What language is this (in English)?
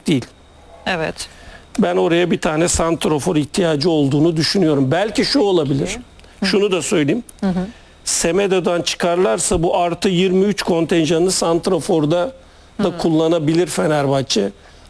Turkish